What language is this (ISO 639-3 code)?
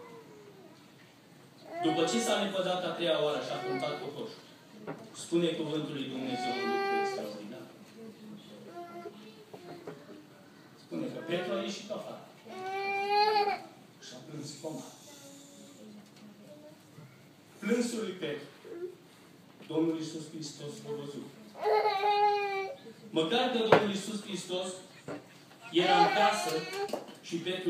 ron